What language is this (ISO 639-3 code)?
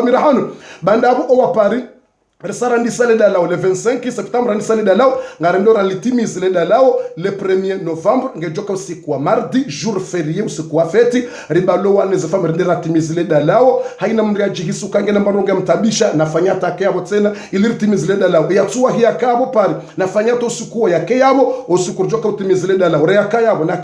zdj